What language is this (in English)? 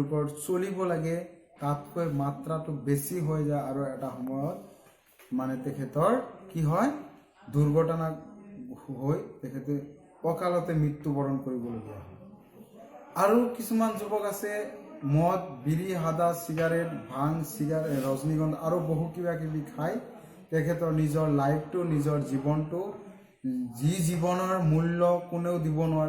Assamese